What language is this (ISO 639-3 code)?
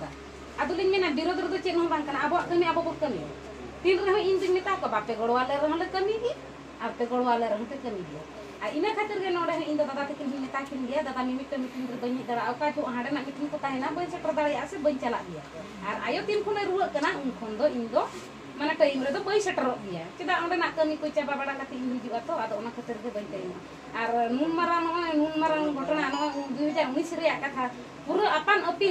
sat